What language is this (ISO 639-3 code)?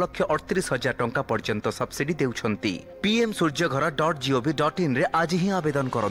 ori